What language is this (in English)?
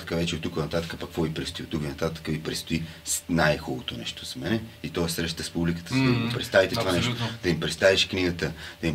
Bulgarian